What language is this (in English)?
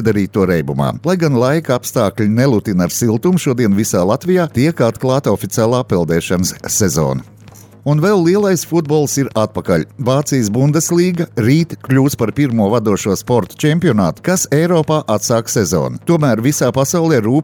Latvian